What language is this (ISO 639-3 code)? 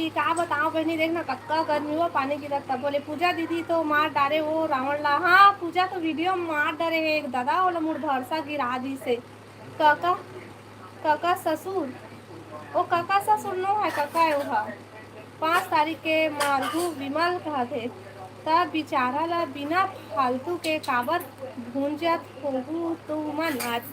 hne